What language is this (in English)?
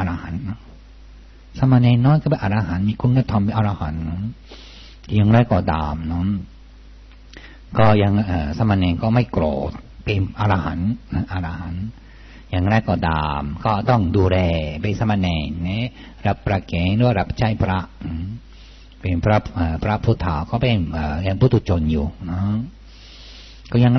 Thai